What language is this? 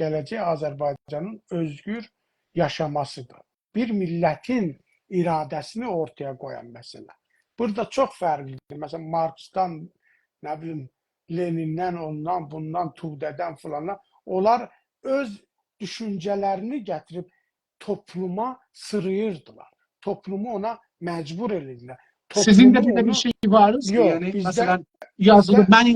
South Azerbaijani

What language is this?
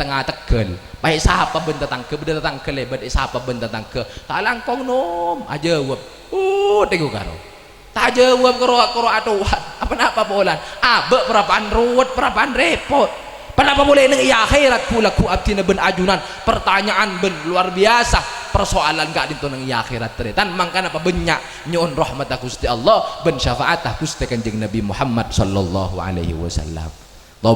Madurese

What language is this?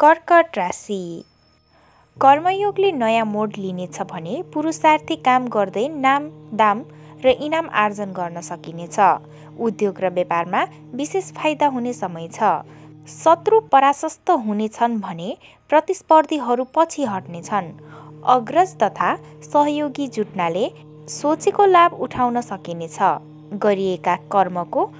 Nepali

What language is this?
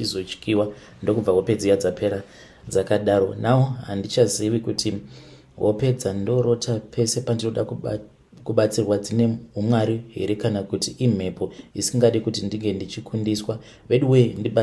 Shona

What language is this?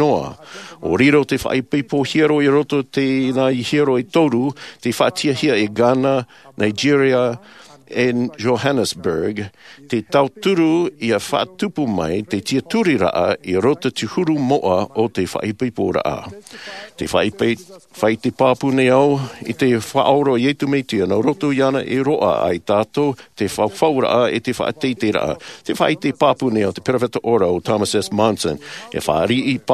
Tahitian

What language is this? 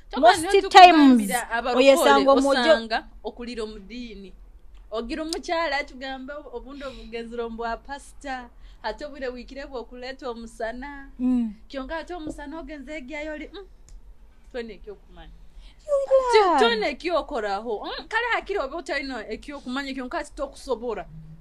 Nyoro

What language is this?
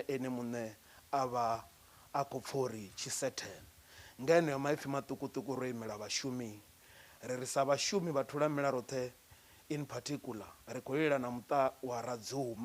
Venda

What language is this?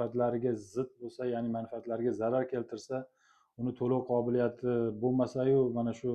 Uzbek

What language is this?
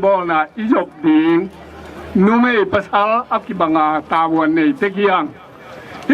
Tedim Chin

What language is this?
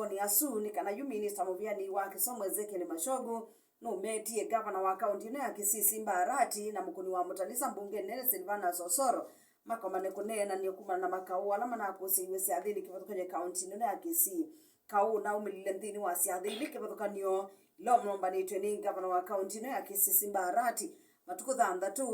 Kamba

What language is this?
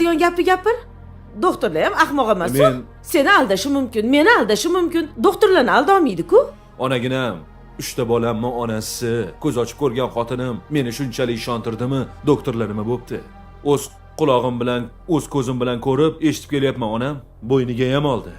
Uzbek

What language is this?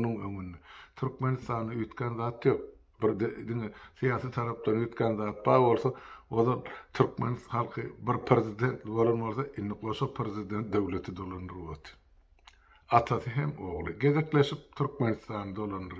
Turkmen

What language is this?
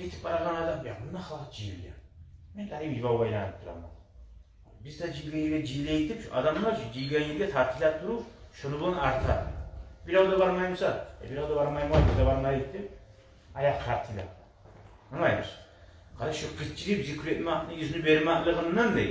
Kumyk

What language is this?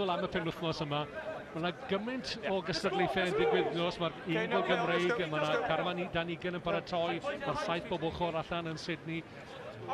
Welsh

